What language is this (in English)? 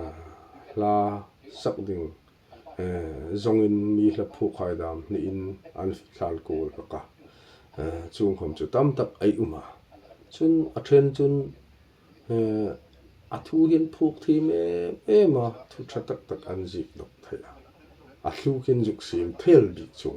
Hmar